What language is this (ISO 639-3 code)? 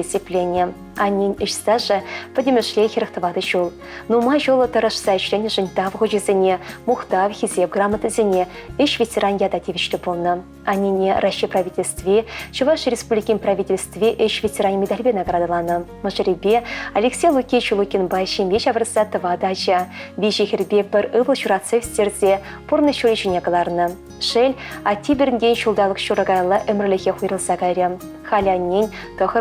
chv